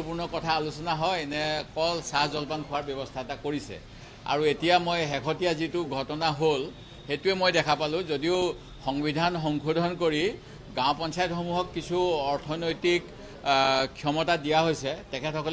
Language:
Assamese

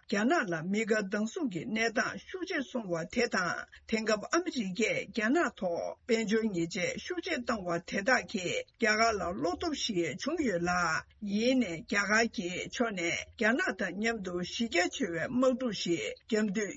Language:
Tibetan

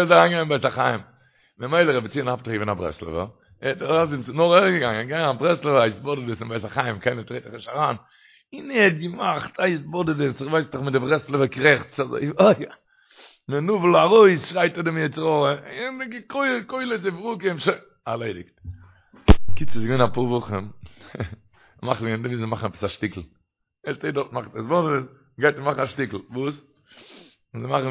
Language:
Yiddish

